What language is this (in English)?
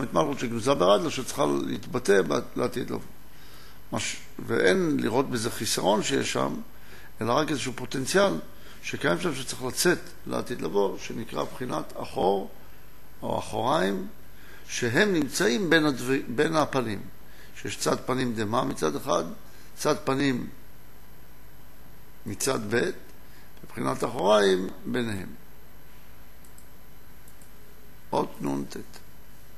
Hebrew